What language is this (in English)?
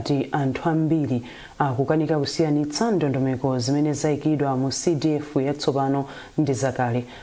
Nyanja